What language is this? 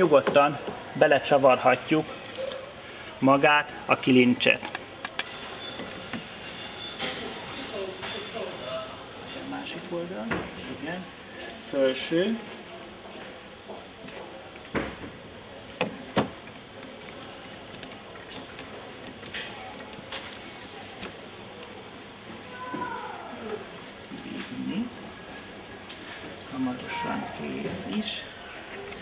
Hungarian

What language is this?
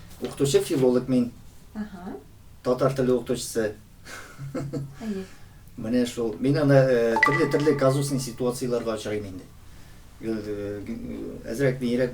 Tatar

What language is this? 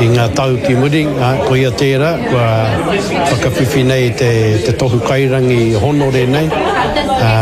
Māori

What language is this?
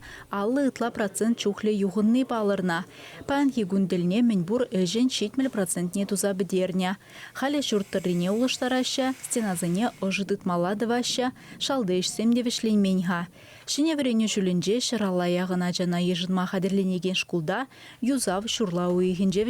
Chuvash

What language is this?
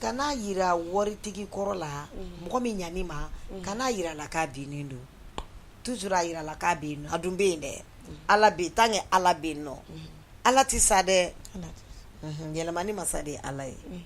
Bambara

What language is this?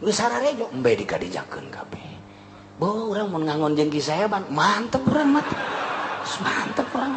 Sundanese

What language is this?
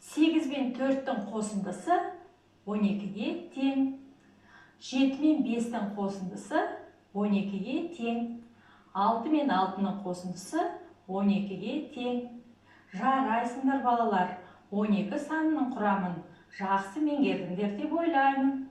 Kazakh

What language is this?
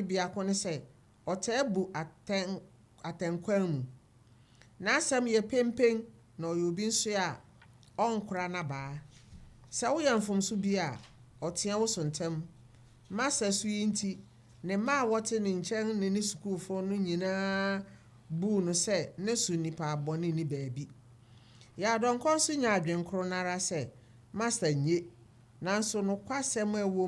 Akan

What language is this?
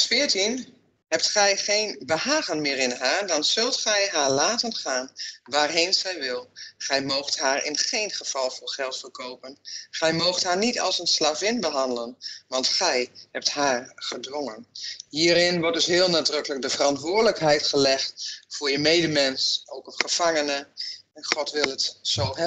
Dutch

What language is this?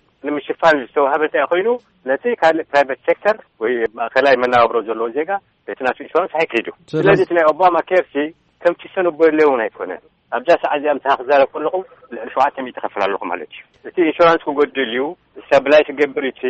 Tigrinya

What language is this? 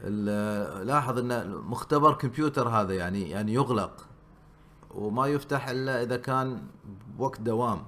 Gulf Arabic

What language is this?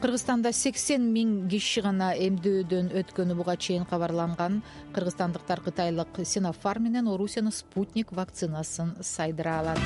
Kyrgyz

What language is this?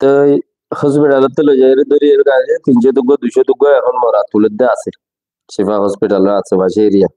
Rohingya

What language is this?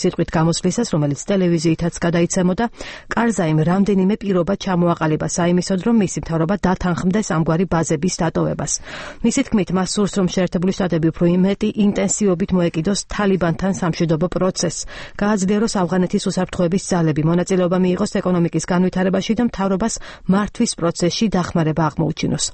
Georgian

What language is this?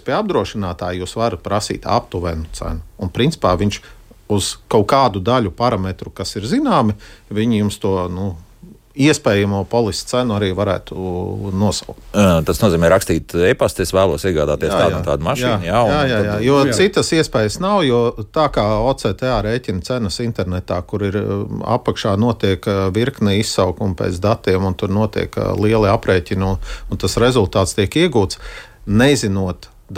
Latvian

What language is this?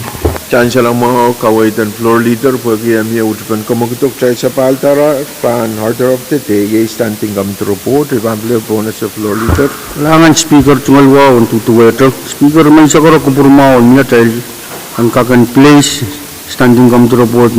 Pohnpeian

